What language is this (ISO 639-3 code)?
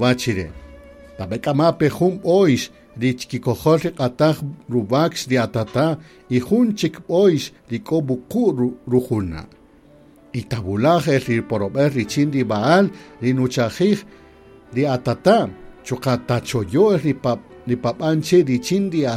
cak